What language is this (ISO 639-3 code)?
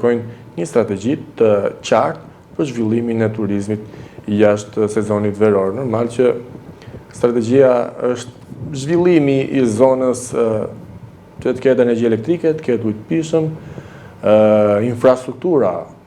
sqi